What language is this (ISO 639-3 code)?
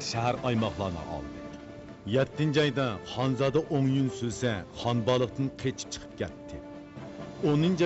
uig